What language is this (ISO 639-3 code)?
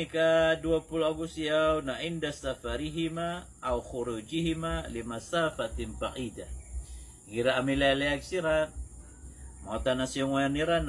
mrw